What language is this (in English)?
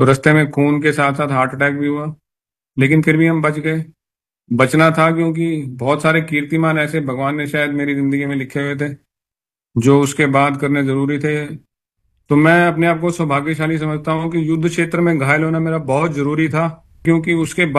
Hindi